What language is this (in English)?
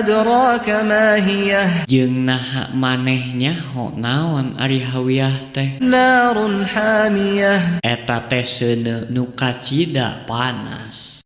Sundanese